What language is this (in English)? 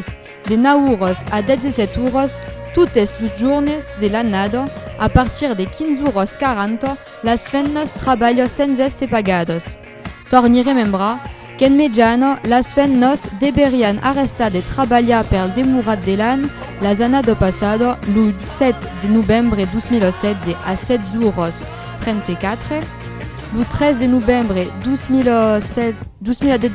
Occitan